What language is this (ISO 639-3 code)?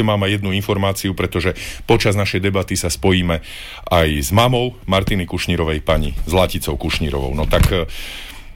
slk